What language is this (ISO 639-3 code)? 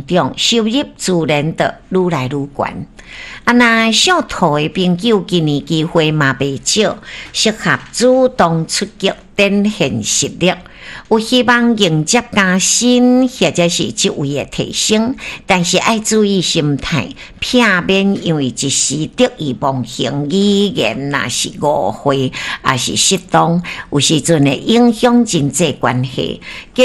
nan